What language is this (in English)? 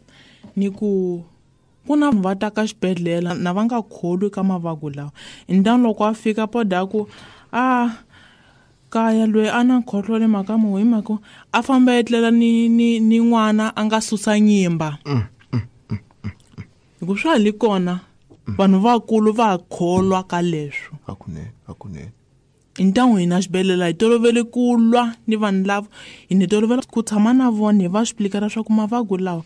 Tsonga